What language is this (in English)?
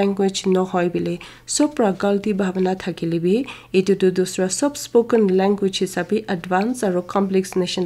Naga Pidgin